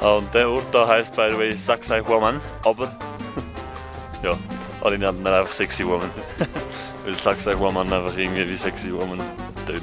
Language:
Swiss German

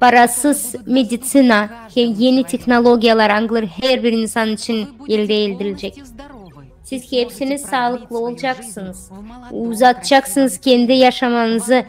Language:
Gagauz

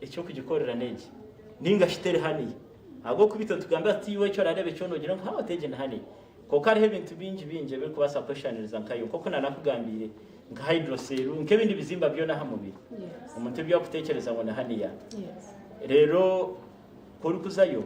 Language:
Nyankole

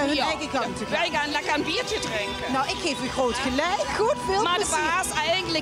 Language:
Limburgish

